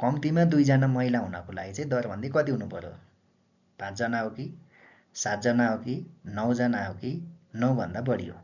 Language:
Nepali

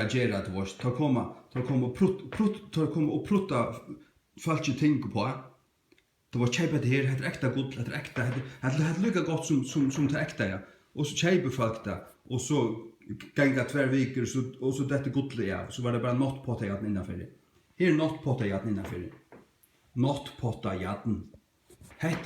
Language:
Faroese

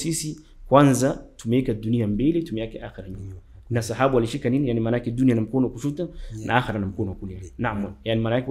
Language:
Swahili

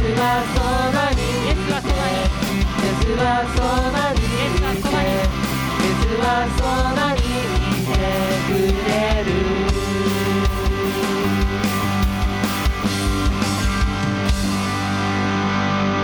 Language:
Japanese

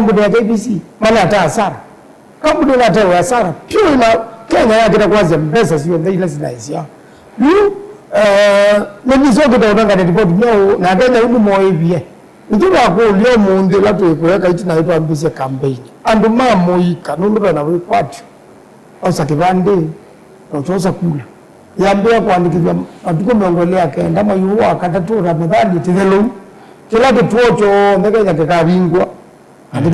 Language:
Kamba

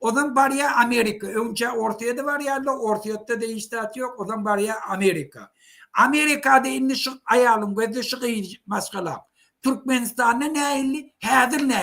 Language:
Turkmen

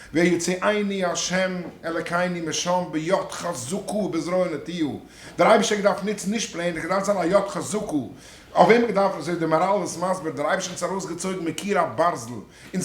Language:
Yiddish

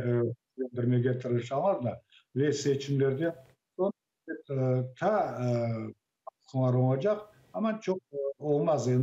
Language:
Crimean Tatar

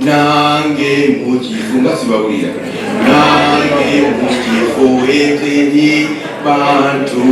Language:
Ganda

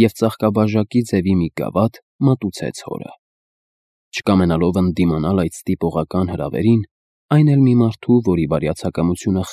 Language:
Armenian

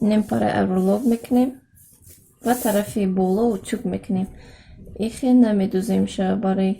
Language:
Tajik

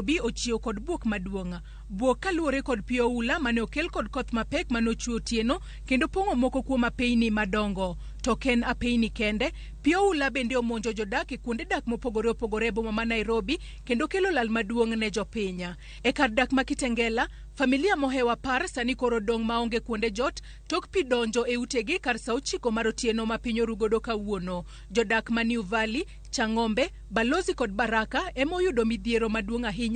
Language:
Luo (Kenya and Tanzania)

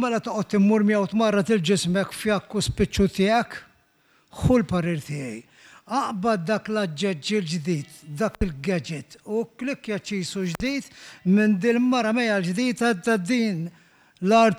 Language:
Maltese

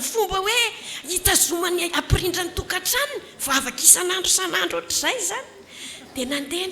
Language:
Malagasy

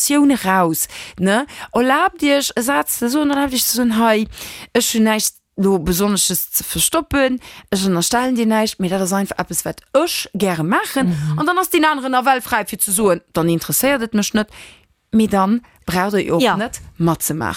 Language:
Luxembourgish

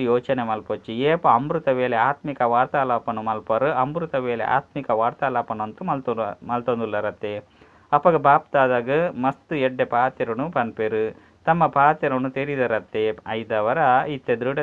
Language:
Tulu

